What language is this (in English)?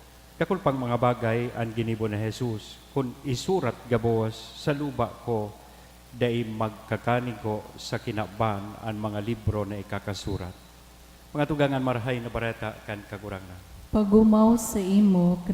Bikol